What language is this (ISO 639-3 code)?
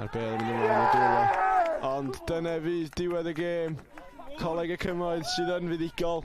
cym